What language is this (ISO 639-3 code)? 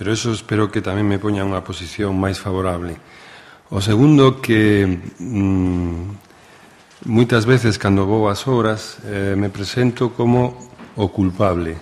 glg